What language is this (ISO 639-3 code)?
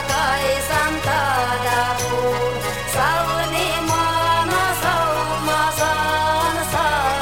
chv